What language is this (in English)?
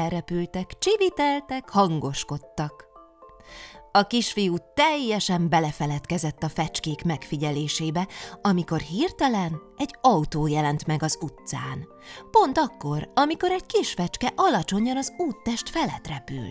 Hungarian